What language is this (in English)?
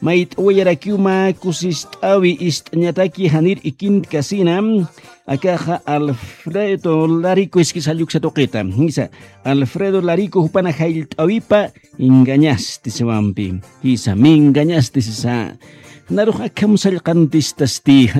Aymara